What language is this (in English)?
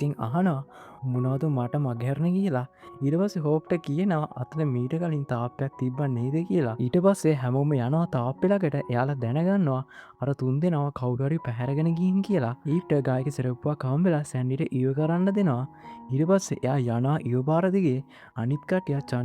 Sinhala